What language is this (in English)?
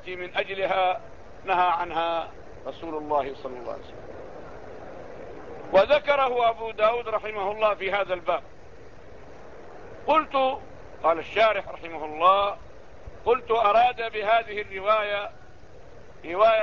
Arabic